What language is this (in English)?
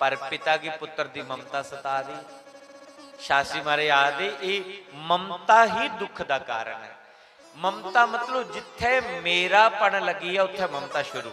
Dogri